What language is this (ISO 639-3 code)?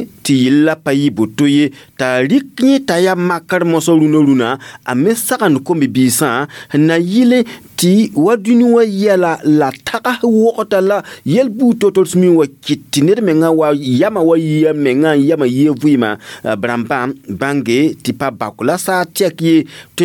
mos